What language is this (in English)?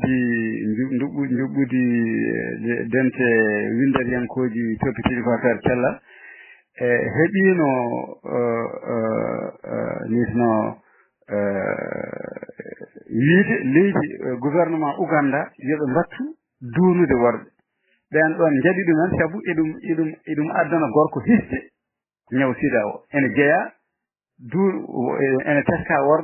Fula